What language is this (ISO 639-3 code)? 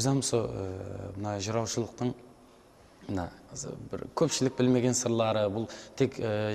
kaa